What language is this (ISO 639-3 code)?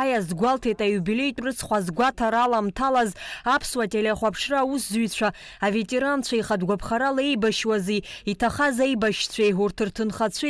abk